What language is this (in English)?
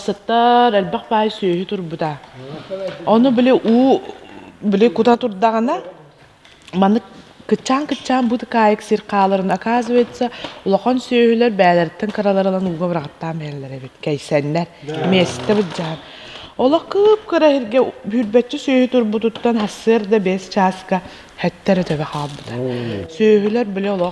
Yakut